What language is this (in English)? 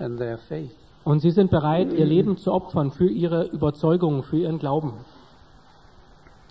German